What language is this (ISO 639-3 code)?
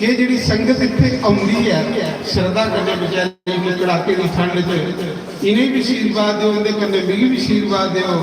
doi